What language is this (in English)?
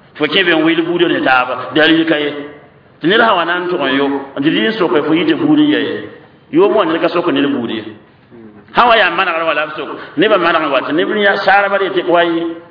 Mossi